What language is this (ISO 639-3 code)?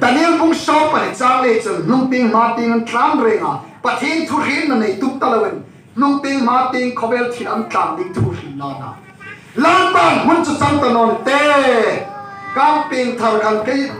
hmr